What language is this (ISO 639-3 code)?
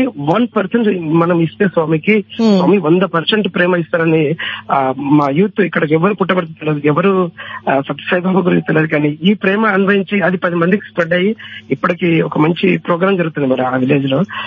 tel